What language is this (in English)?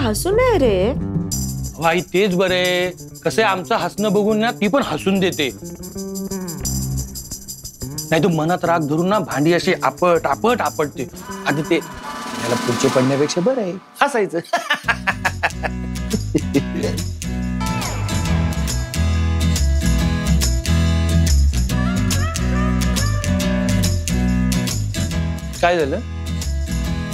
Marathi